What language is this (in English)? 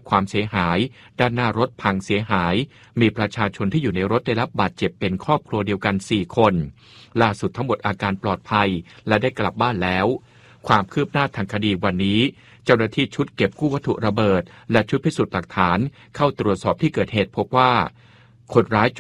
Thai